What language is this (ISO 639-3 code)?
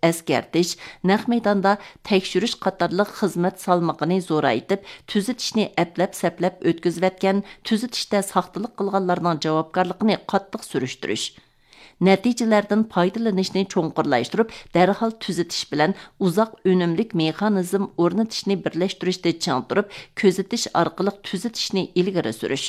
uig